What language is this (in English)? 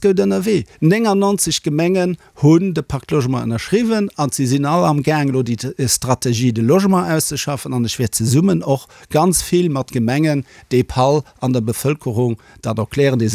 Luxembourgish